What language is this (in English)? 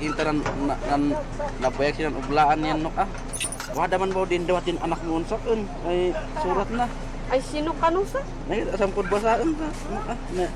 Kankanaey